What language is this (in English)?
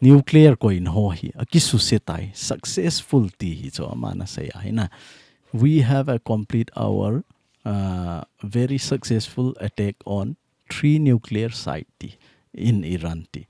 Thado Chin